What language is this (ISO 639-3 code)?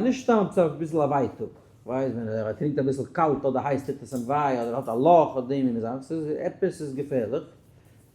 yid